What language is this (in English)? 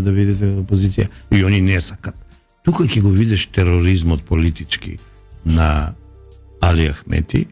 Macedonian